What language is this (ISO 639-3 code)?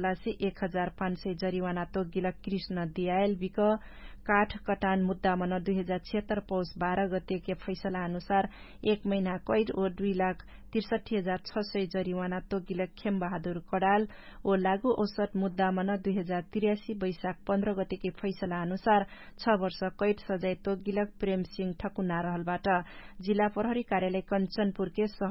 thl